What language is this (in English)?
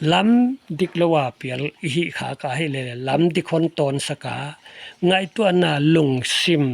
Paite Chin